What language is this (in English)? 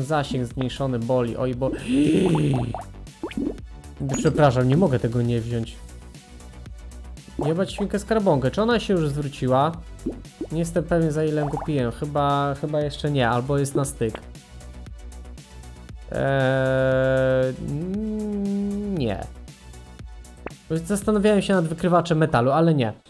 Polish